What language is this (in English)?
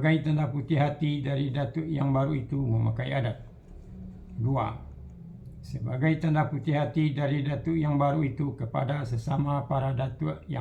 Minangkabau